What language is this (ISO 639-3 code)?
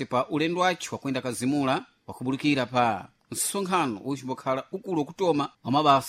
seh